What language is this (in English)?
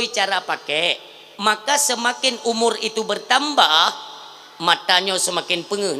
Achinese